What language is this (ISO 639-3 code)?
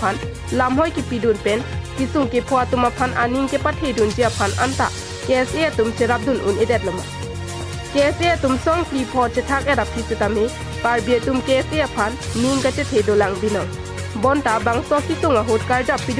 mjw